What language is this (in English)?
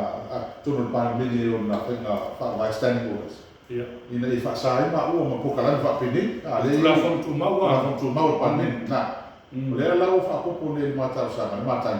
Samoan